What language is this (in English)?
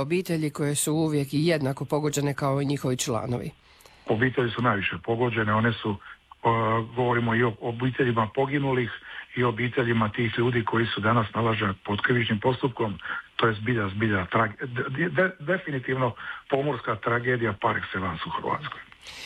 Croatian